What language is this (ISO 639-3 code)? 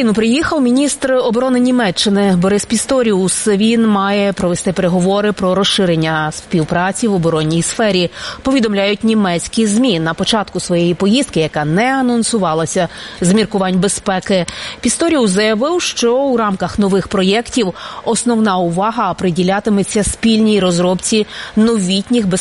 ukr